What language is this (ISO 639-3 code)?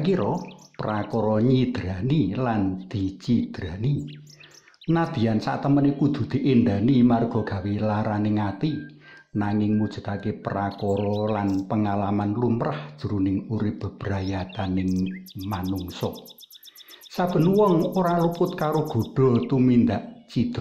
jav